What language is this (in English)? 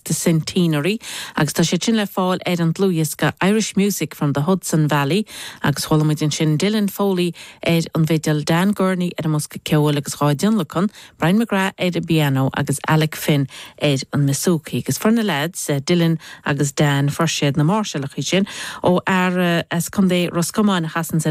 Irish